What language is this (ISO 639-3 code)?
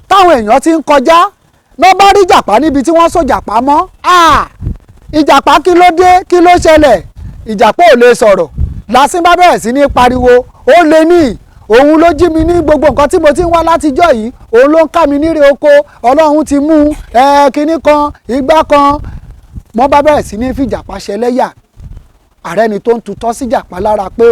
yor